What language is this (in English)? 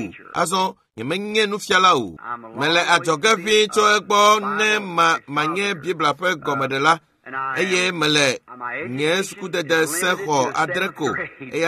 Ewe